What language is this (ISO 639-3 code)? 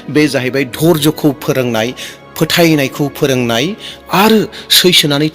brx